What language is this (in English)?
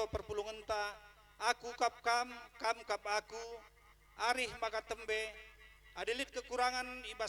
Batak Karo